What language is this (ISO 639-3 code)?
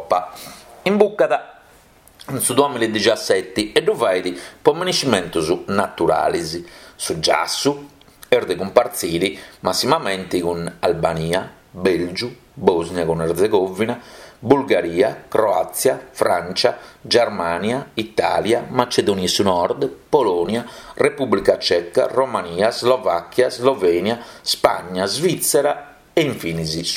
srd